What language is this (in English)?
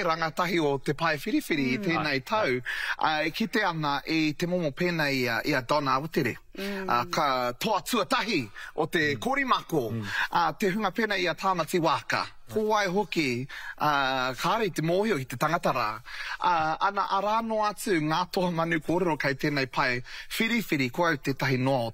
Māori